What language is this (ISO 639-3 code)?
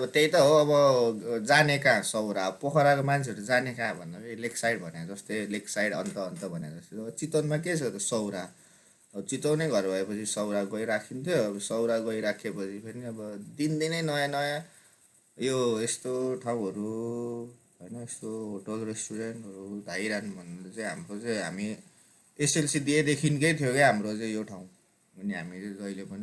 nep